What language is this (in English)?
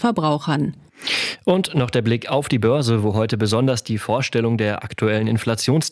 German